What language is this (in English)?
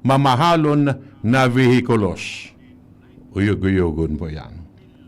Bikol